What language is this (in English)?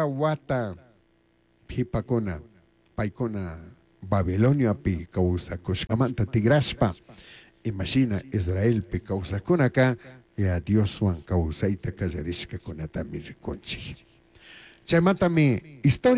Chimborazo Highland Quichua